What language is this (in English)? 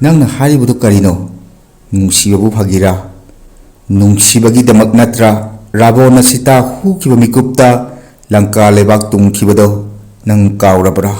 Manipuri